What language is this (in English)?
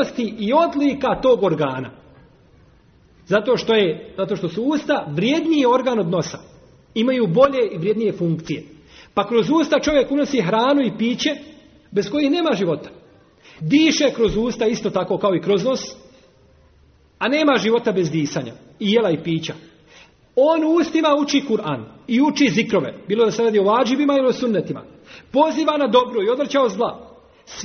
Bosnian